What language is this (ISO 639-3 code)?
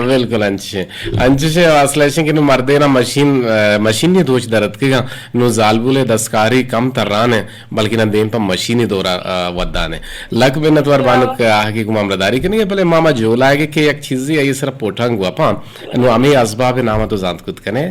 bgp